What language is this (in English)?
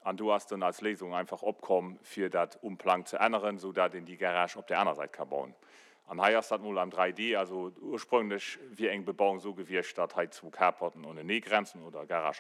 Luxembourgish